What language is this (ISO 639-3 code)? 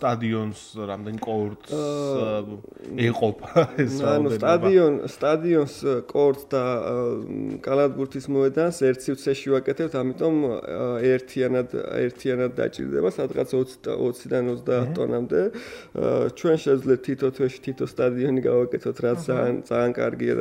kat